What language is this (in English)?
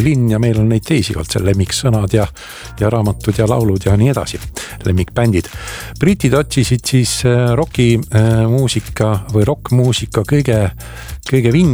Estonian